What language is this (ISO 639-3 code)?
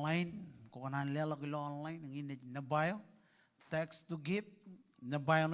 mah